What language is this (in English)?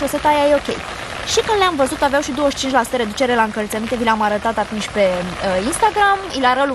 Romanian